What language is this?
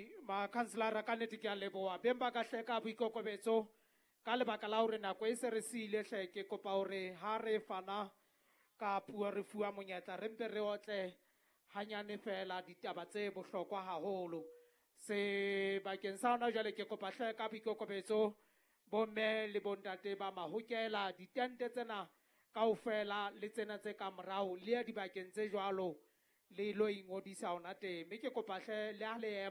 Southern Sotho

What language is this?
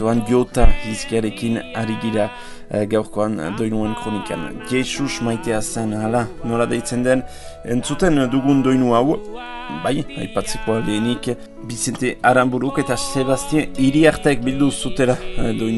Basque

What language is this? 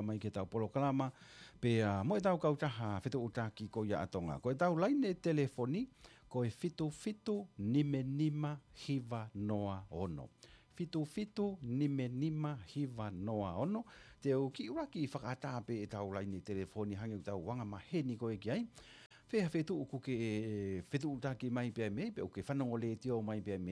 Tongan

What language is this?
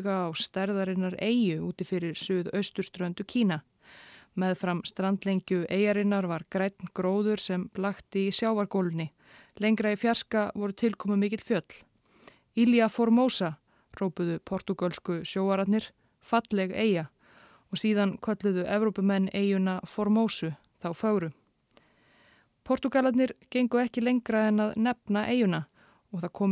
Icelandic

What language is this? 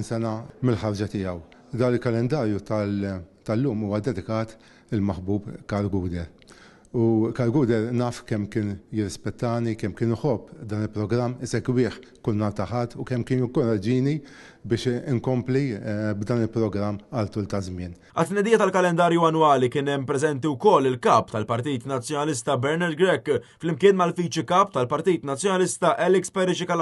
Maltese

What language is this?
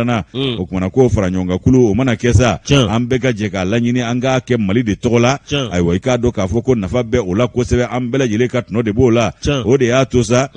Bambara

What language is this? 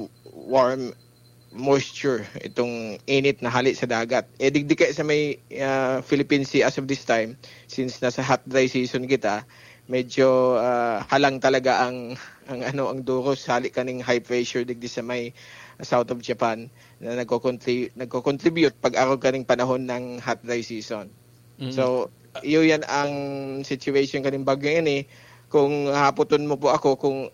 Bikol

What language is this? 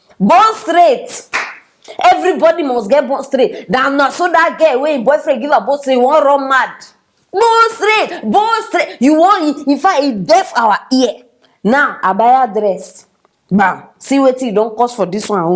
Nigerian Pidgin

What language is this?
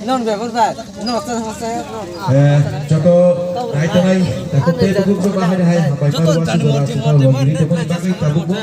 Kok Borok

